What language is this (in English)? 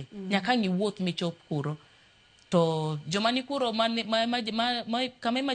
Luo (Kenya and Tanzania)